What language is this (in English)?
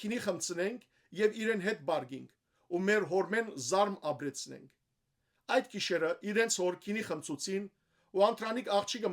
Western Armenian